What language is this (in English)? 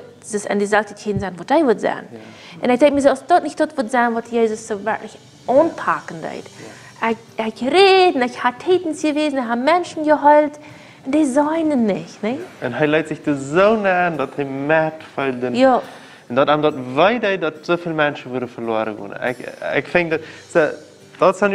Plautdietsch